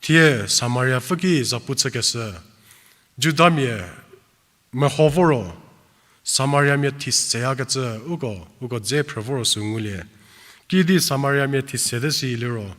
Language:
Angami Naga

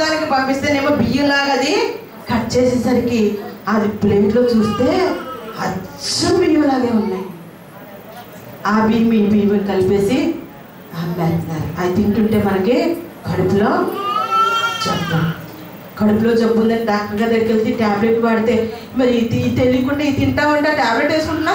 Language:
Telugu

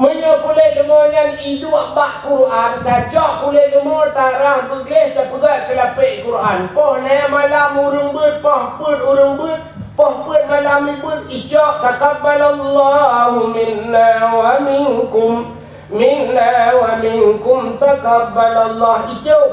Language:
Achinese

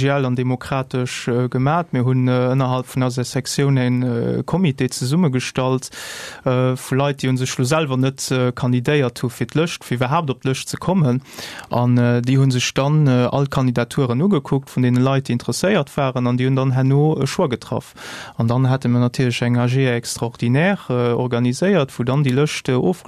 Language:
Luxembourgish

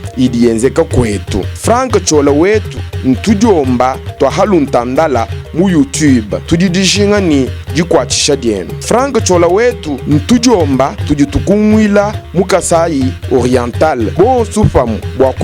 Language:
Luba-Lulua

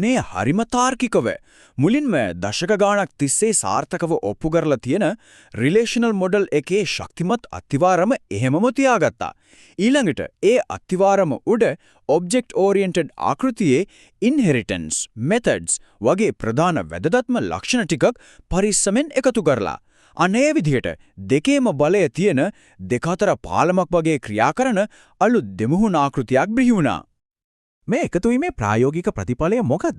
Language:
Sinhala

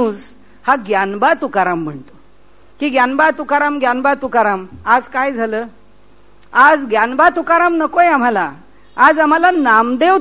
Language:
Marathi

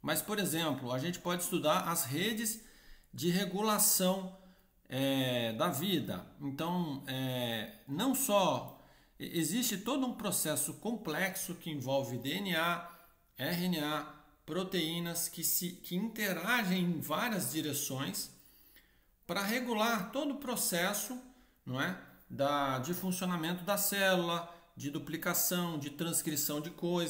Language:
Portuguese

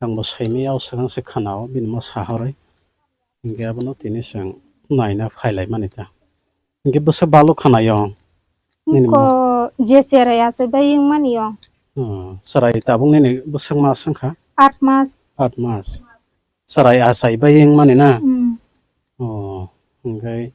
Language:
Kok Borok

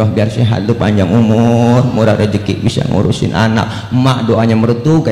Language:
Betawi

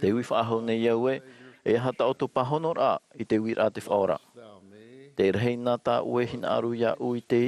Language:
Tahitian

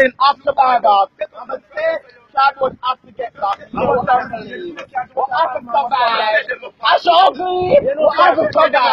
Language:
Jamaican Creole English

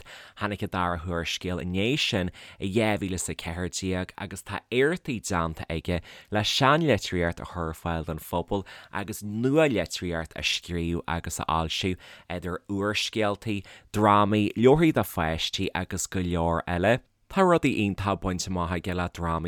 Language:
Irish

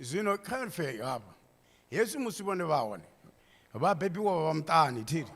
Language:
Venda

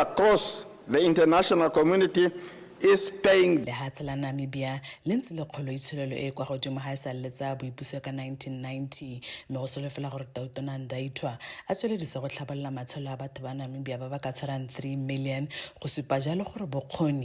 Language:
Tswana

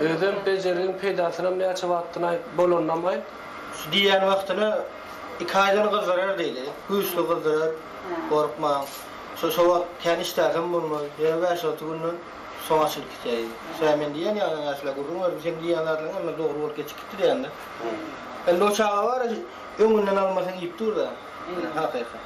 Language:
Turkmen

